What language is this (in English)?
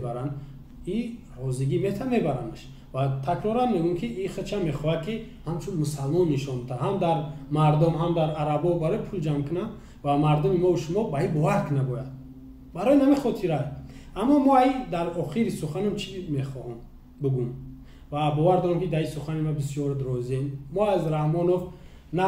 Tajik